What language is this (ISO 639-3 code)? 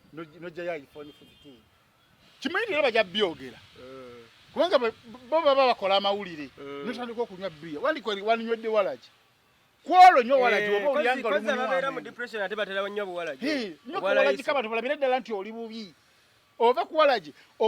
lug